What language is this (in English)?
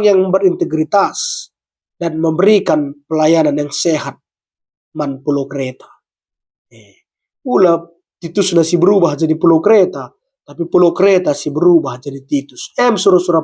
Batak Karo